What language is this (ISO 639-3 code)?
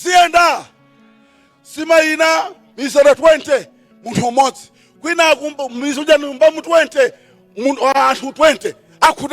nya